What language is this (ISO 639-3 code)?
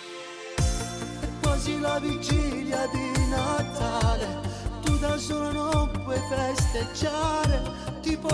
ita